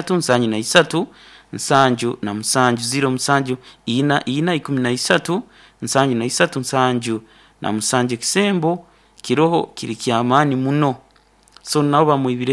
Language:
Nyoro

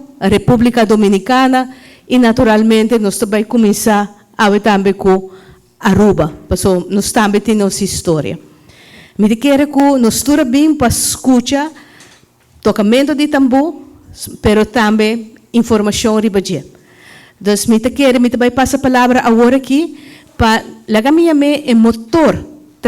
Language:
Papiamento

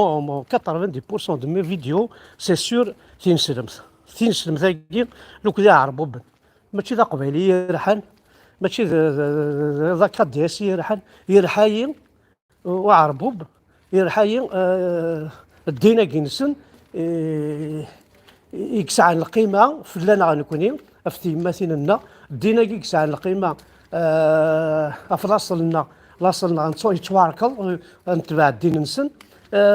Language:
Kabyle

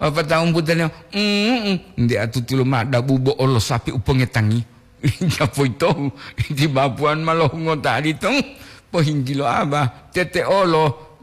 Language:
Gorontalo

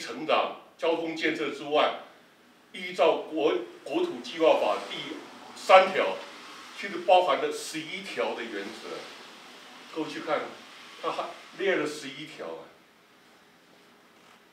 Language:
Chinese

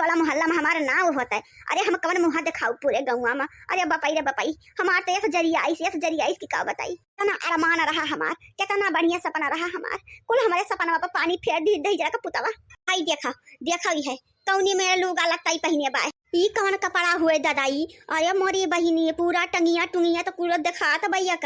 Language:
Awadhi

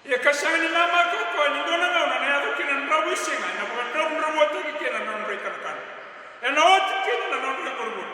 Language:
Fijian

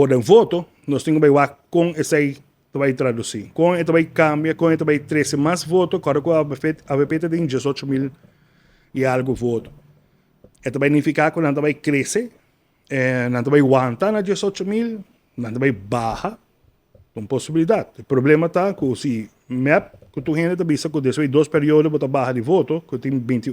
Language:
Papiamento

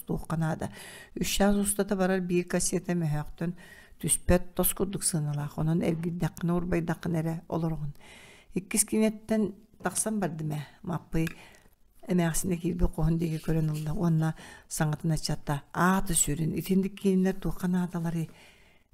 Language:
Yakut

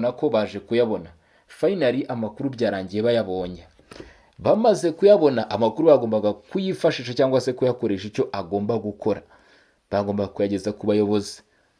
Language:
Kinyarwanda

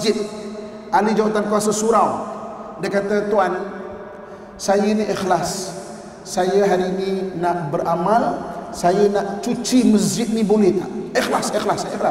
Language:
Malay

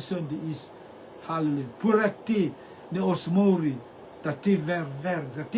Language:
Rotuman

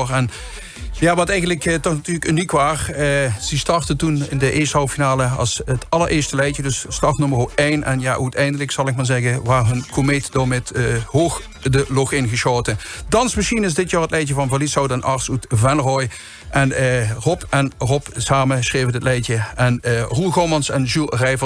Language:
Limburgish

